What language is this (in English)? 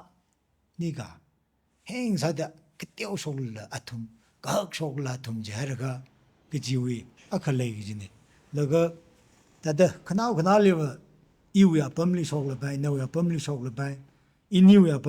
Tangkhul Naga (India)